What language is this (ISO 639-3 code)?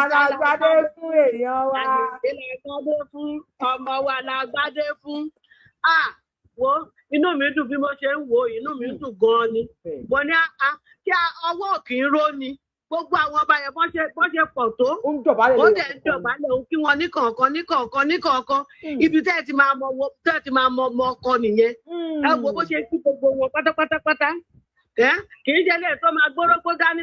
yor